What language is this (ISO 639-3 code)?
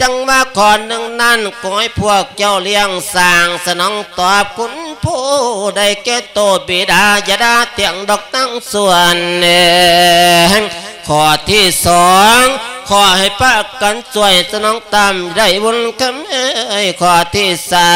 lao